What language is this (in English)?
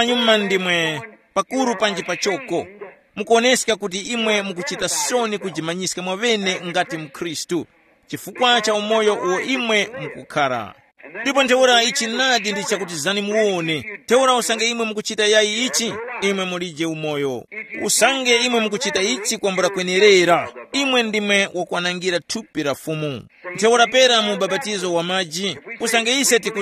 Tumbuka